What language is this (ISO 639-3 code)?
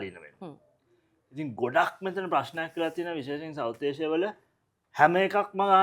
sin